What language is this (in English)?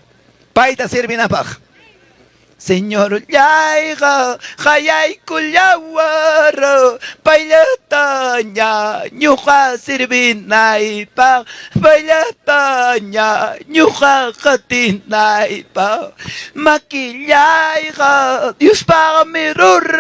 Ayacucho Quechua